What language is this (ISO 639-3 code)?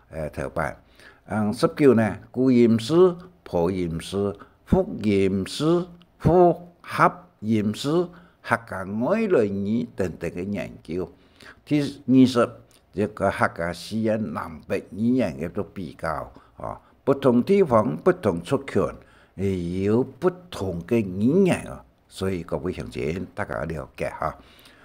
hak